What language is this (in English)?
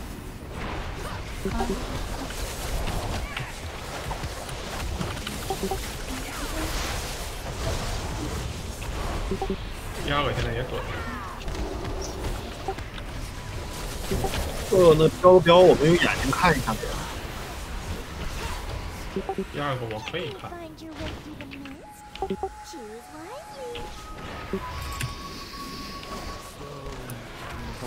Chinese